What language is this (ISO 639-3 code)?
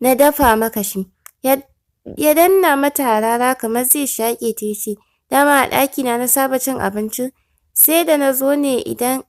hau